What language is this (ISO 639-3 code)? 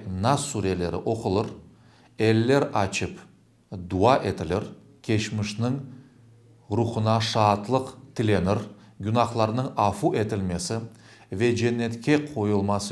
crh